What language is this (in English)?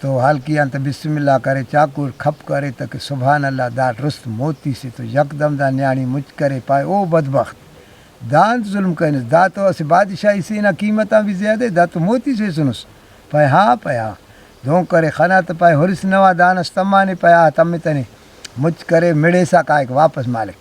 Brahui